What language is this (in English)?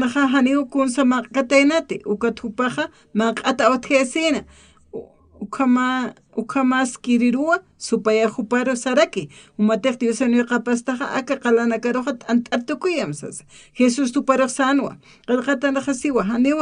Aymara